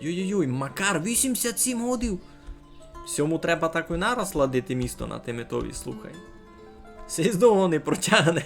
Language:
Rusyn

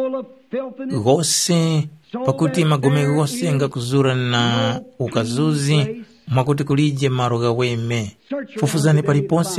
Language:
Tumbuka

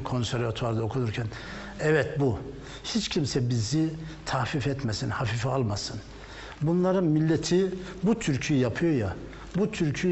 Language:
Turkish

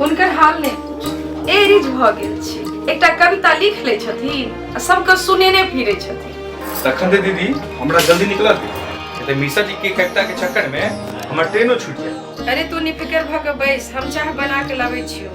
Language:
Maithili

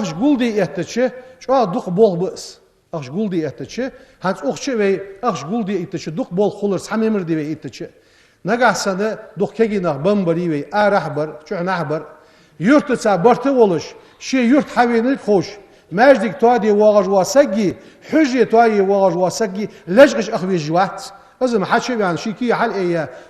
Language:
Ingush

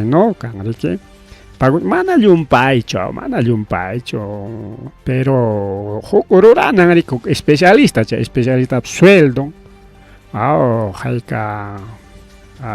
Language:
Ayacucho Quechua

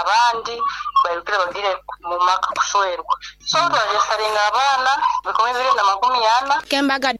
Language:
Nyoro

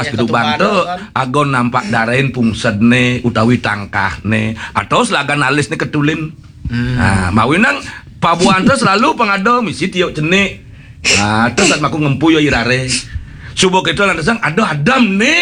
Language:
Balinese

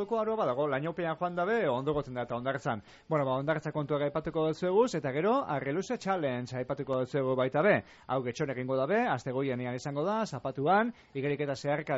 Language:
Basque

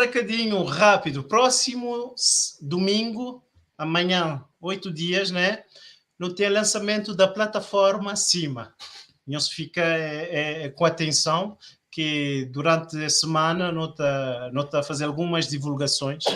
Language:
Kabuverdianu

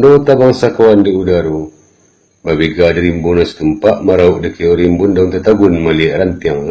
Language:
Minangkabau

